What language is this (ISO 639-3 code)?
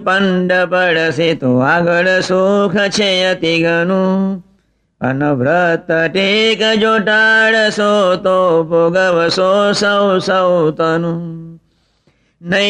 guj